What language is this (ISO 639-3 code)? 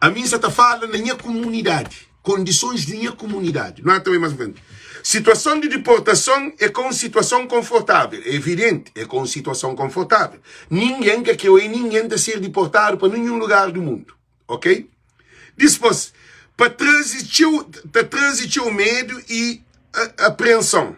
kea